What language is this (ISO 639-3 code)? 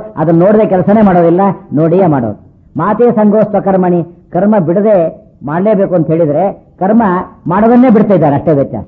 kan